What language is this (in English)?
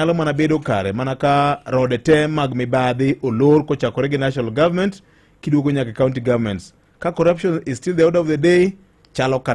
Luo (Kenya and Tanzania)